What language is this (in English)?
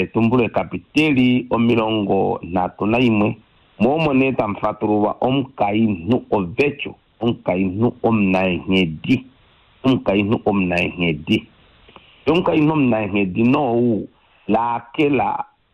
Kuanyama